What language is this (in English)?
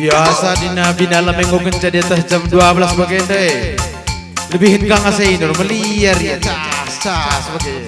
Batak Karo